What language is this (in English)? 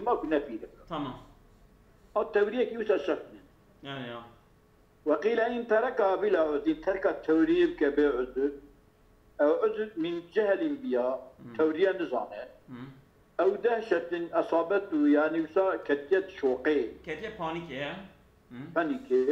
Kurdish